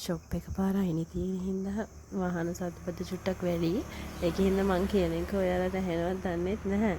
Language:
Sinhala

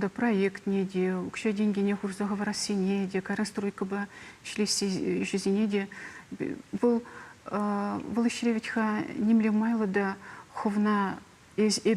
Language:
Chuvash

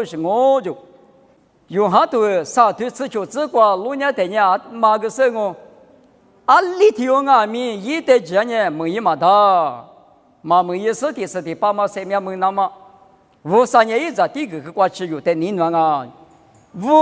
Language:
Lisu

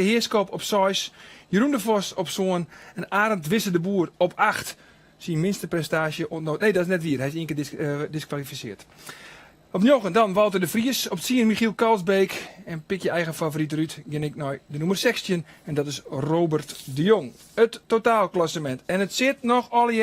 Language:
Western Frisian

